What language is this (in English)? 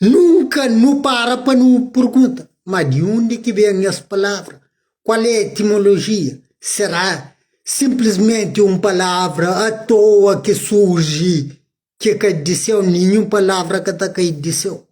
Kabuverdianu